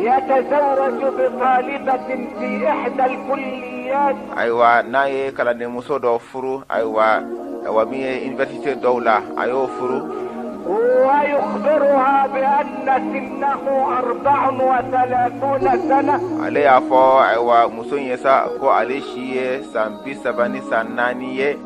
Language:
Bambara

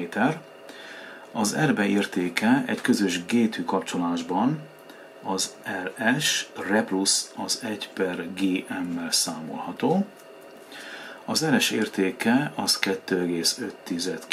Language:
Hungarian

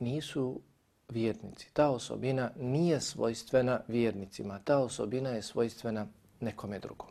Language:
Bosnian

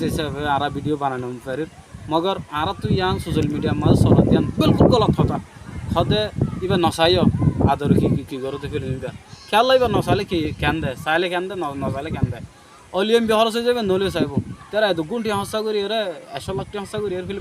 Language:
Rohingya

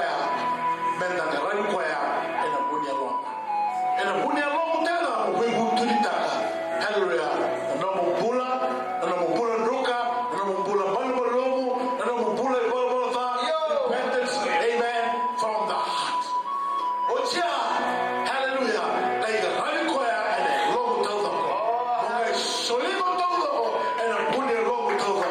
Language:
Fijian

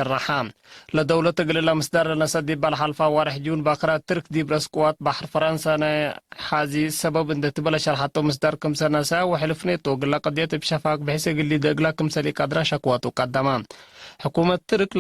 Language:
Tigre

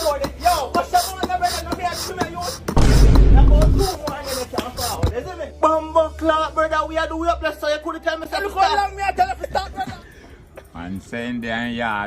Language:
Jamaican Creole English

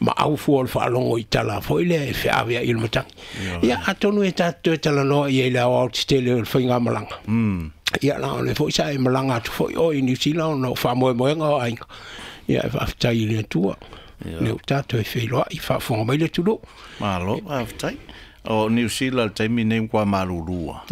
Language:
Samoan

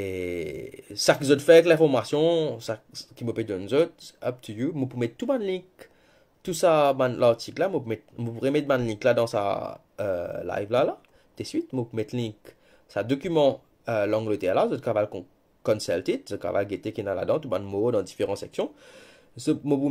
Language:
Morisyen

